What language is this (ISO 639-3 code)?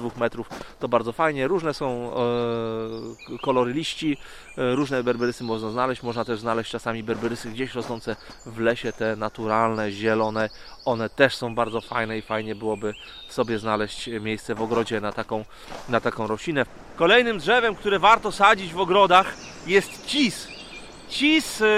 pol